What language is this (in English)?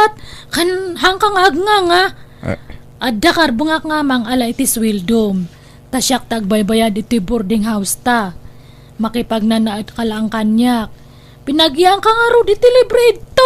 Iloko